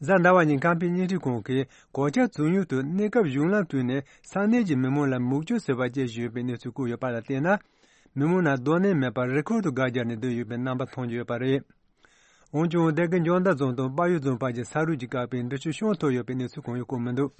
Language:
Tibetan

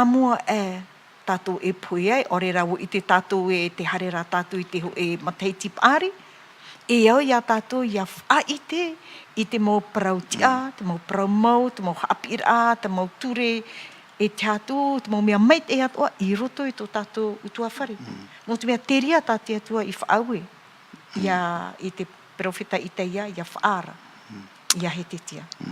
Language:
Tahitian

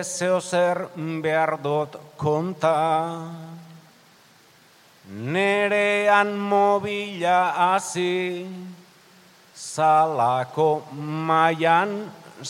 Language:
Basque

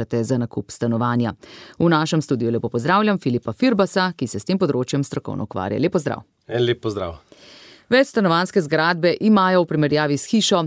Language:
Slovenian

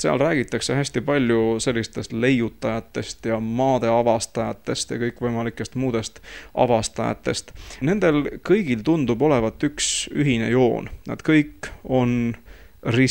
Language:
Estonian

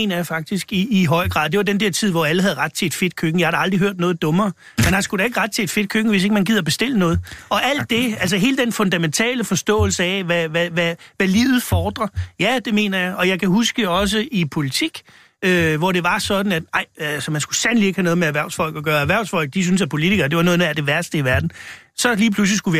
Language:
Danish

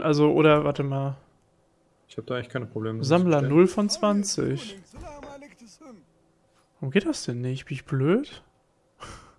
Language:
German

